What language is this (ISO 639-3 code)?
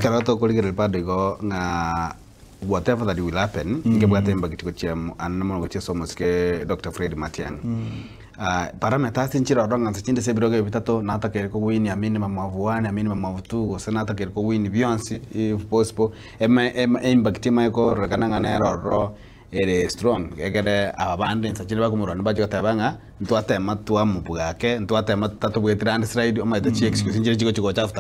guz